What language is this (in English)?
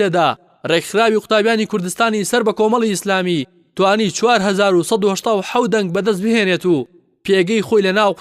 Central Kurdish